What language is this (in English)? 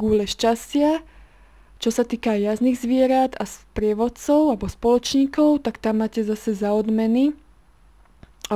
Slovak